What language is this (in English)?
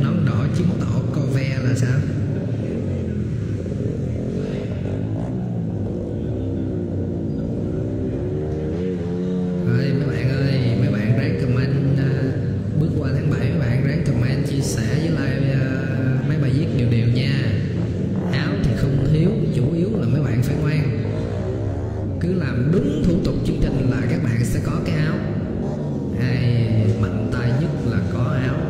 Vietnamese